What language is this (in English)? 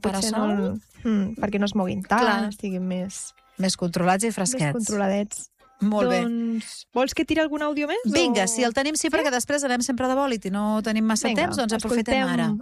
Catalan